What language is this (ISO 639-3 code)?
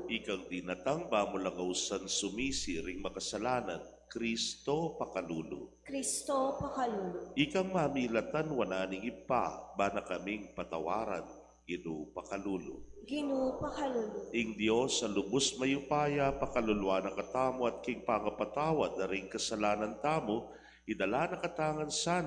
pam